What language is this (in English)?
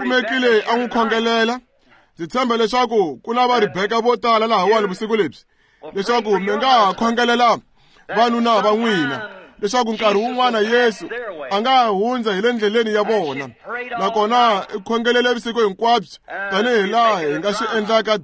Tsonga